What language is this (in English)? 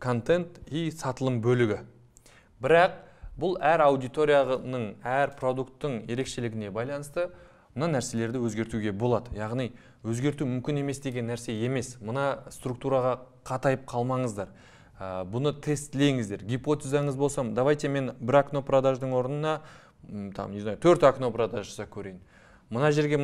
Kazakh